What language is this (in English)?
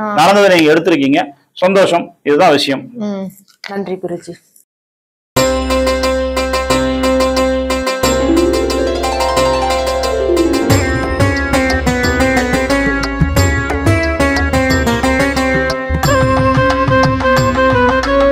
Tamil